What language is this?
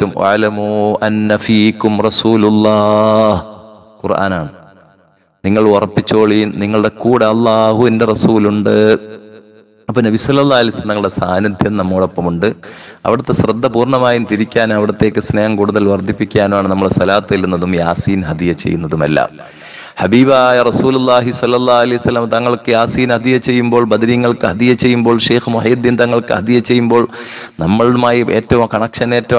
Malayalam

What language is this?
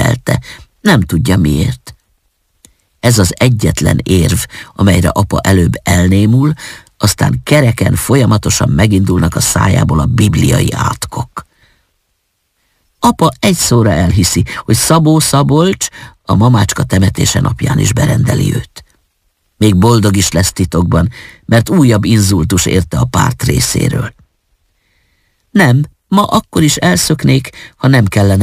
Hungarian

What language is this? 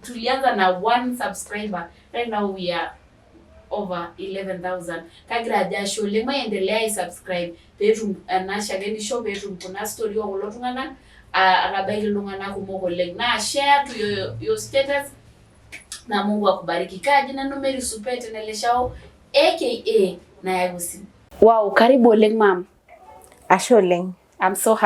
Masai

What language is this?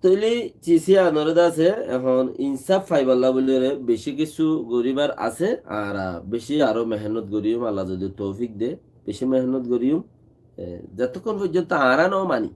Rohingya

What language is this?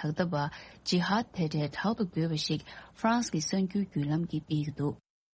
Tibetan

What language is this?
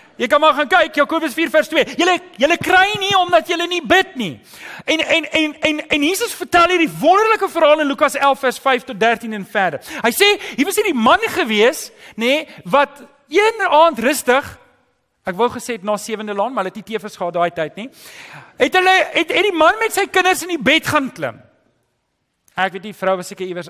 Afrikaans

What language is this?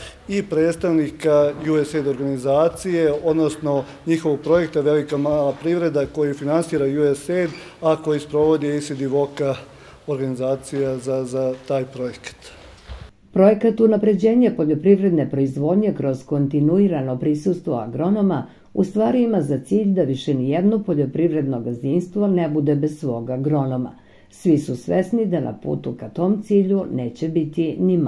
Serbian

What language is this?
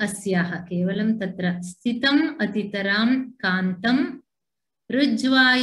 Sanskrit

